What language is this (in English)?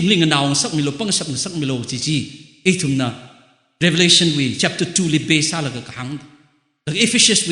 Tangkhul Naga (India)